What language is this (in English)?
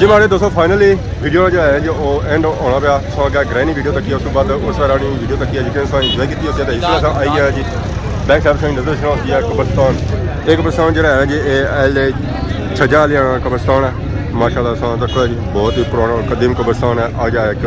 Pahari-Potwari